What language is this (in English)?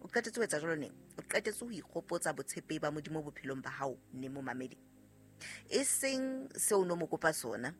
Southern Sotho